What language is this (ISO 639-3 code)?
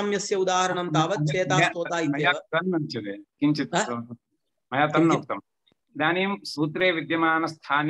san